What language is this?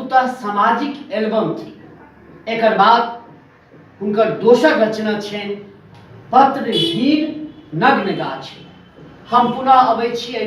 Maithili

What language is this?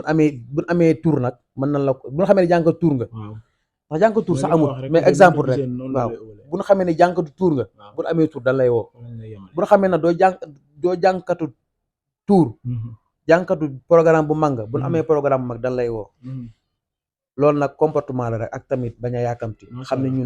Wolof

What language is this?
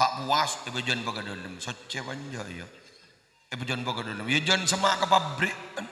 Madurese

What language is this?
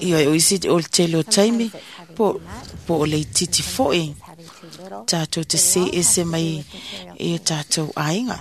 Samoan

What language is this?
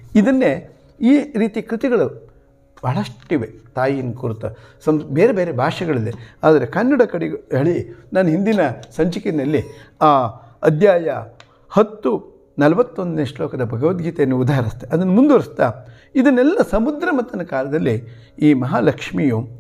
Kannada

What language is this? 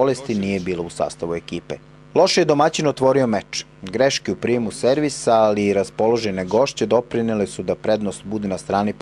Serbian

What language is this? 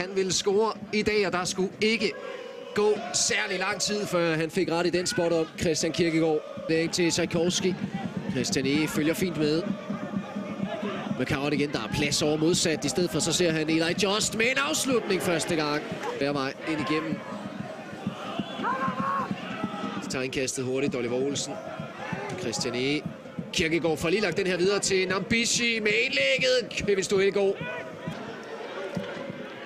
Danish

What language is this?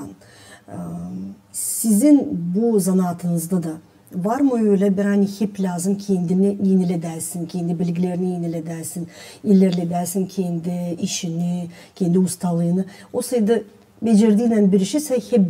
Gagauz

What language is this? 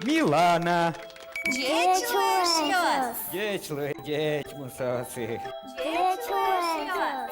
Udmurt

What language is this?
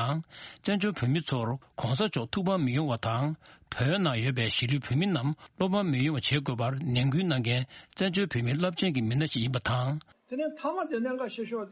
Tibetan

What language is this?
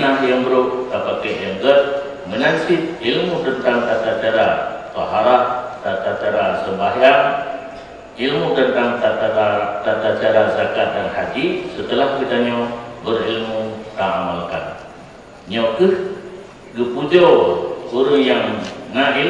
Achinese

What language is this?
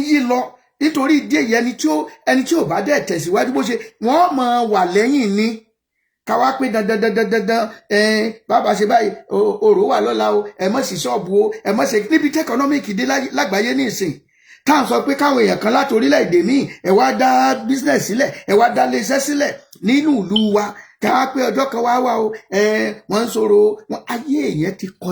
Yoruba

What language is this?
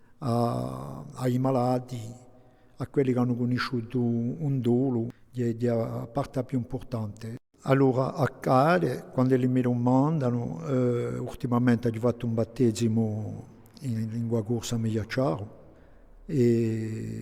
Corsican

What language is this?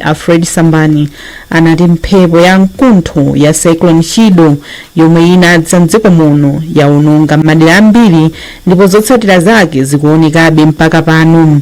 Nyanja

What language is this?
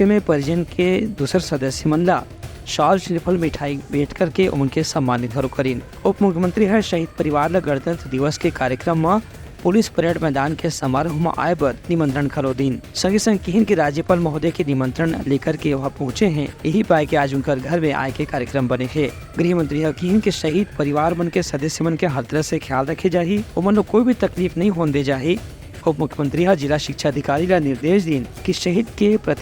Chhattisgarhi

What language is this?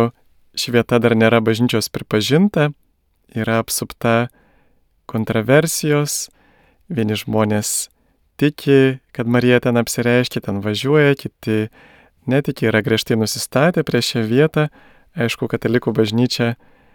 Lithuanian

